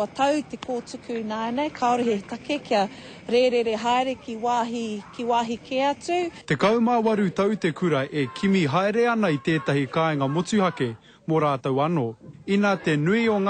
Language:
Māori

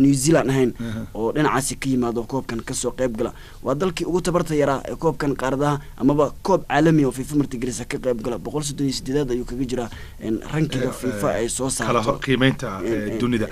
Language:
Somali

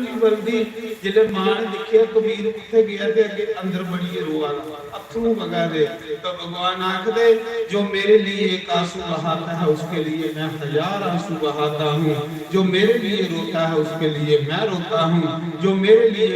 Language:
Dogri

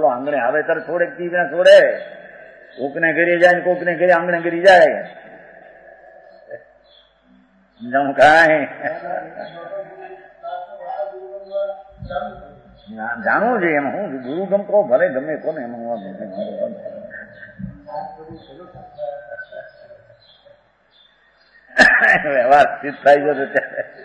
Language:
Gujarati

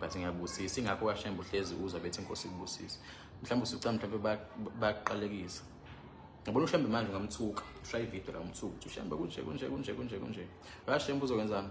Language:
Zulu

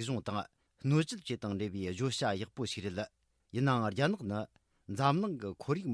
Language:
Tibetan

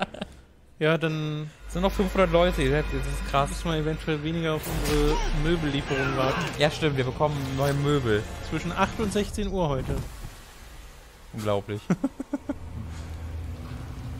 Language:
German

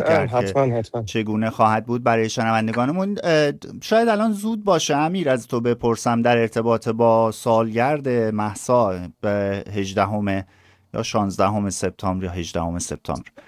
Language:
Persian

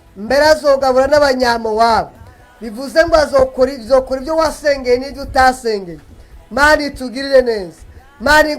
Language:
Rundi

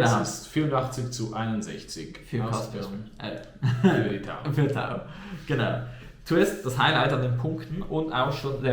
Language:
Swiss German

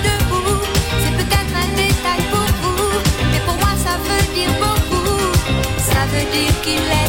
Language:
French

